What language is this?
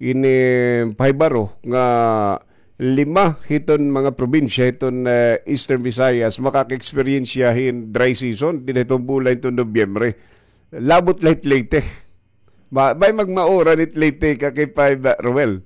Waray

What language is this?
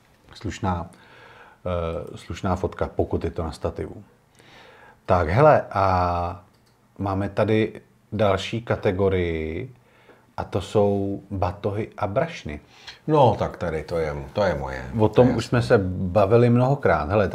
Czech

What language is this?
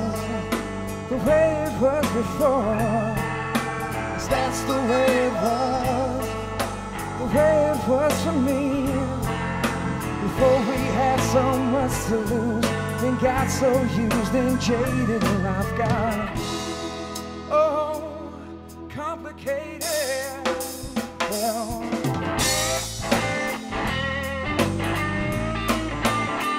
English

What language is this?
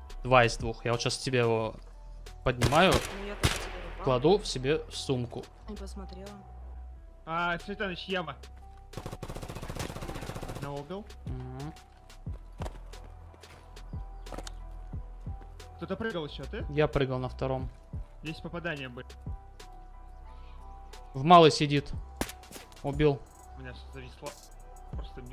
Russian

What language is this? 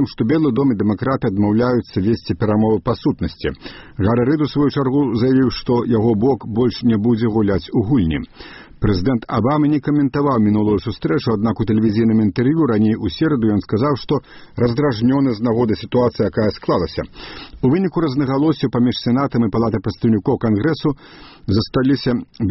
Belarusian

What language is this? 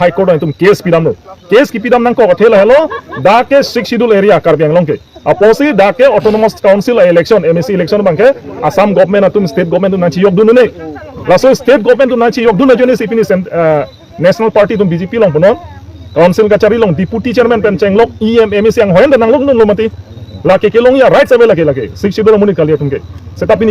Karbi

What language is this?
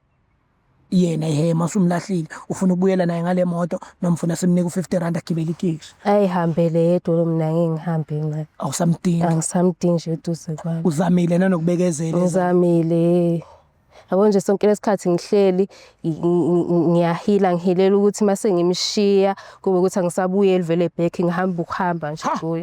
Zulu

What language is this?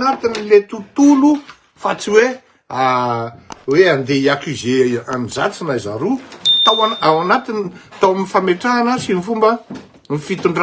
Malagasy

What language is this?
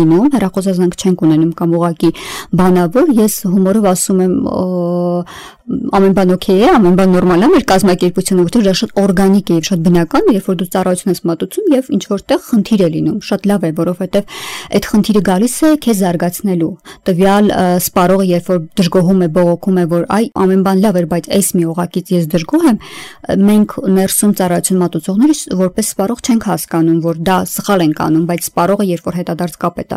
Armenian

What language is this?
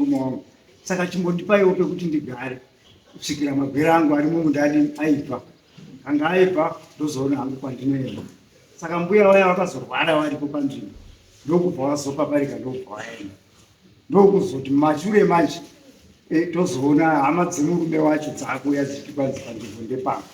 Shona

